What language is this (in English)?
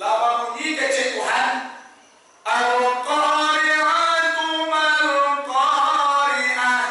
Minangkabau